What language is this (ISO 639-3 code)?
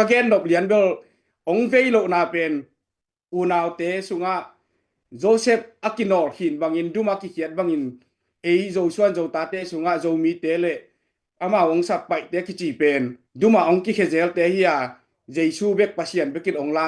ctd